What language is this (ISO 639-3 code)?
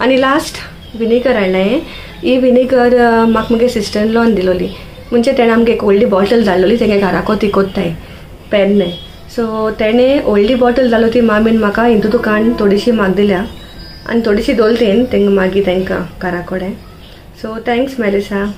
kok